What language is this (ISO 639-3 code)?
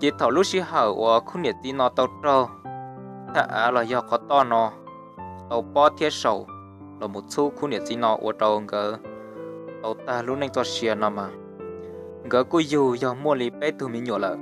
hmn